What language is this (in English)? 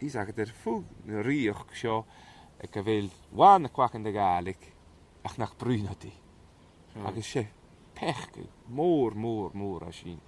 Scottish Gaelic